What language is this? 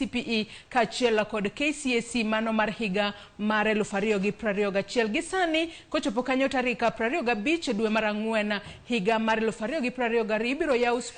Luo (Kenya and Tanzania)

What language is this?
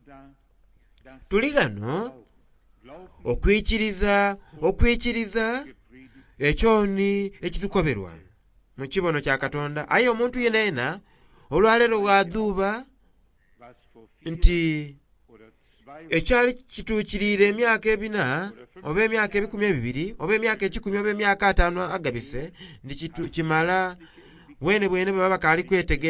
Soga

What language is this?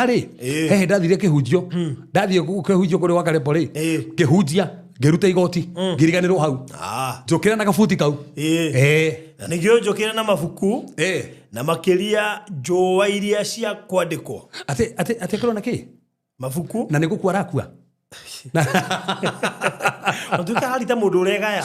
Kikuyu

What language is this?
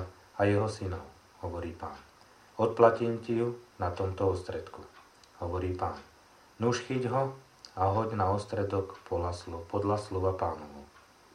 Slovak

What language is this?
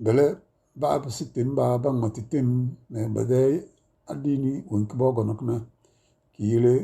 Tem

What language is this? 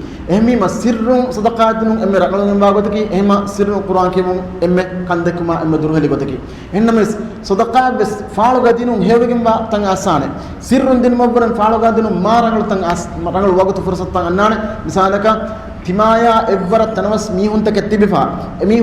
Divehi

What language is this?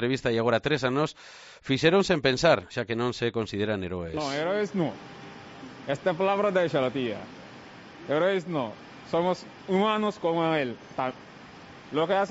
Galician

